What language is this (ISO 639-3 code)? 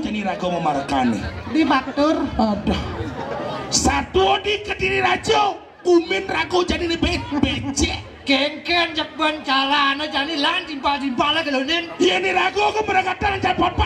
ban